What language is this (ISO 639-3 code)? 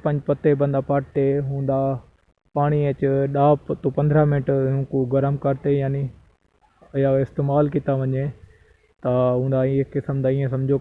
skr